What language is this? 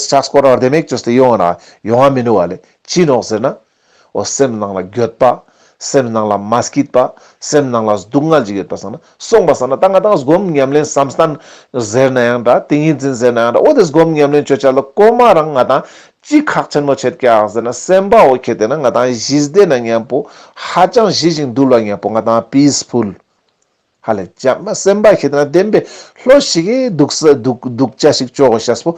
Ladakhi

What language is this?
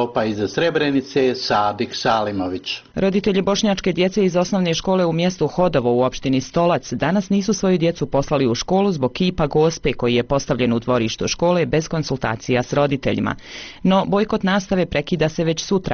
Bosnian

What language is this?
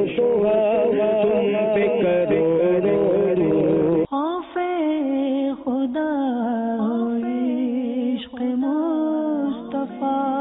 Urdu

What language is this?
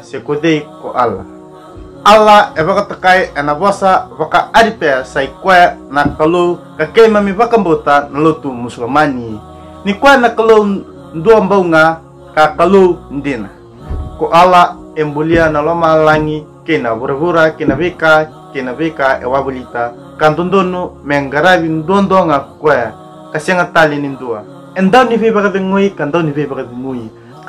Fijian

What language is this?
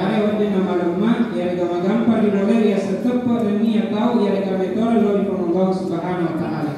Buginese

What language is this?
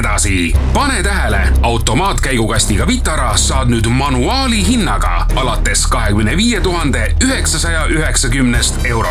Estonian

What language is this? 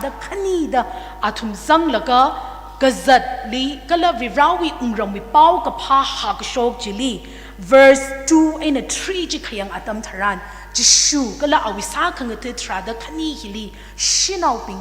Tangkhul Naga (India)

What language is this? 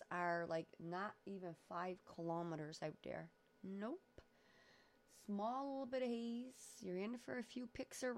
English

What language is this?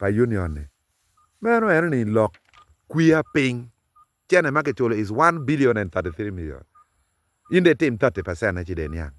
Acoli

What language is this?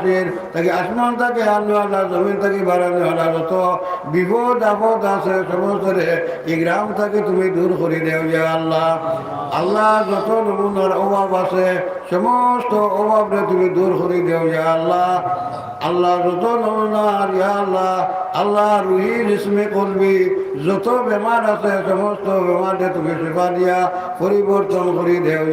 Sylheti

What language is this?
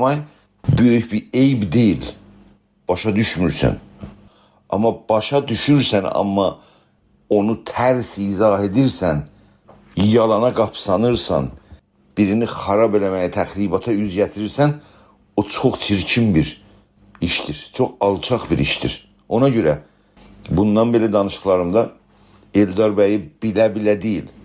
South Azerbaijani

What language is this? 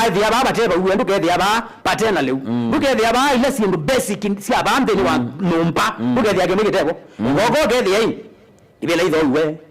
Kamba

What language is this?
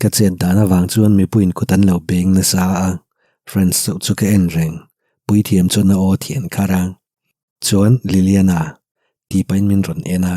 Mizo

